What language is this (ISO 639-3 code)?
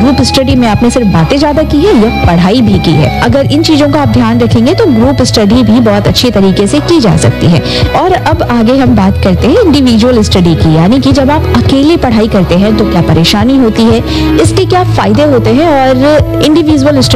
hin